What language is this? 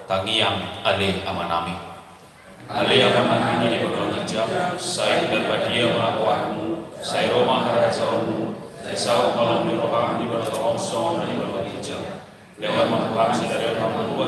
Batak Toba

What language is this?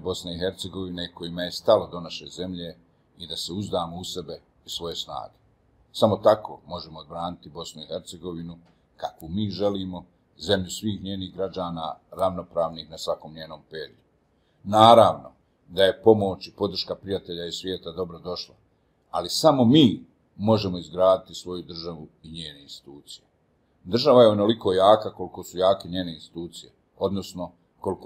Bosnian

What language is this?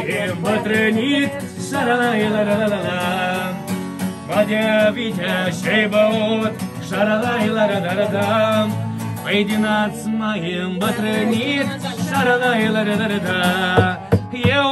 Romanian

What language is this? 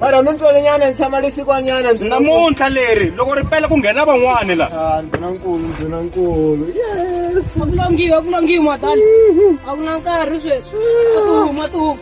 Tsonga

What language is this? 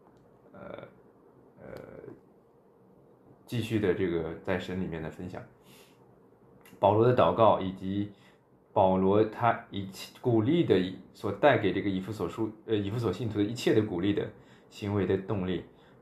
Chinese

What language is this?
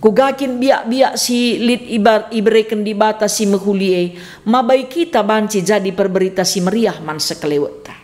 Batak Karo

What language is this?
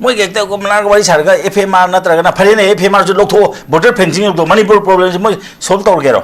Manipuri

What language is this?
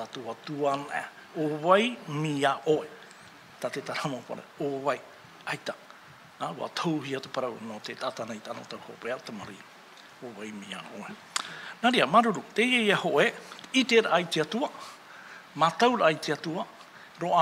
Tahitian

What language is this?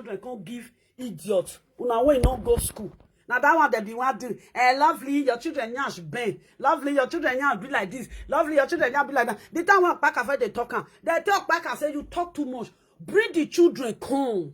Nigerian Pidgin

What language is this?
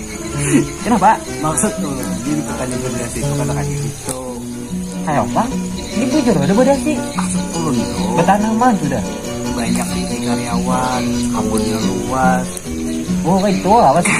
Banjar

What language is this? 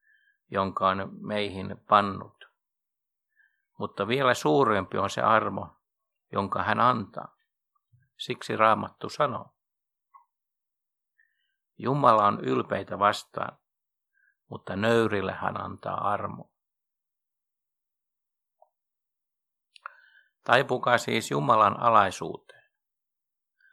Finnish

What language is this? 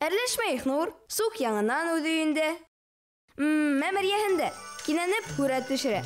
Bashkir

